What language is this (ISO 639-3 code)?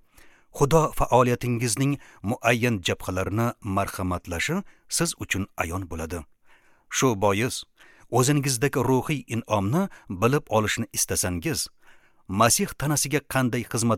uzb